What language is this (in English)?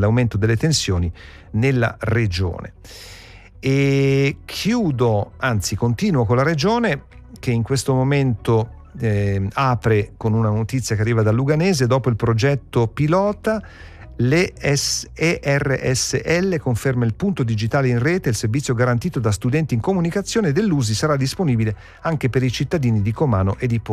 Italian